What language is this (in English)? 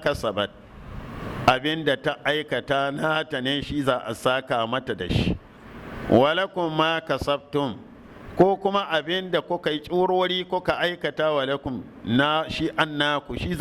Hausa